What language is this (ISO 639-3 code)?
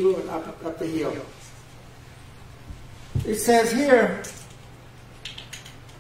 eng